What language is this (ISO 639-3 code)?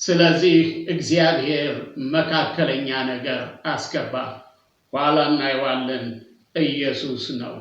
amh